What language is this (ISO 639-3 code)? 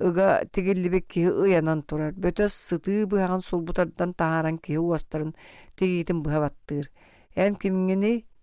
sah